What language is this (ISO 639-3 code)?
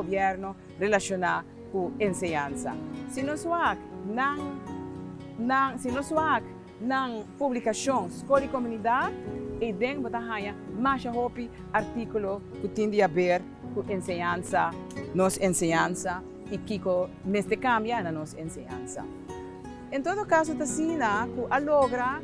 pap